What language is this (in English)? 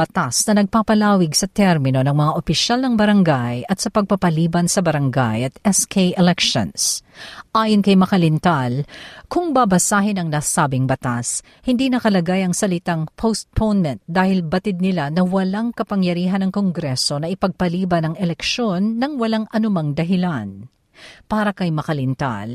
Filipino